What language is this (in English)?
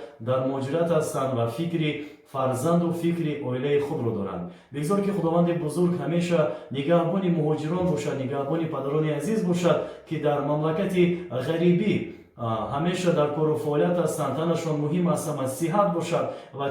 Tajik